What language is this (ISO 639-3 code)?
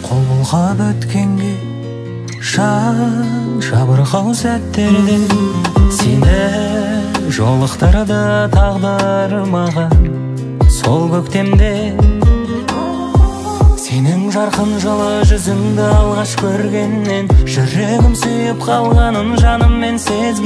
kaz